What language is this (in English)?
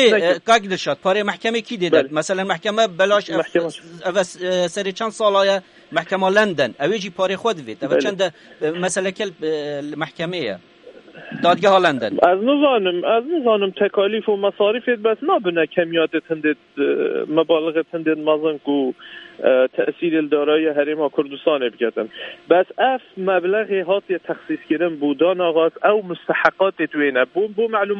Kurdish